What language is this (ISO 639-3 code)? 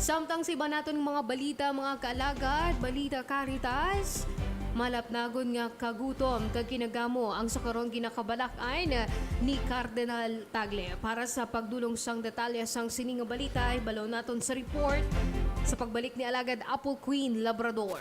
hil